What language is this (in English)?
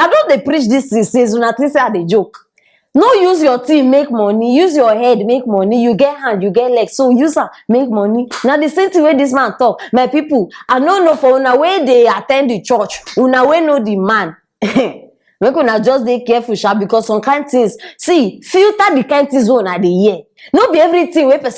Nigerian Pidgin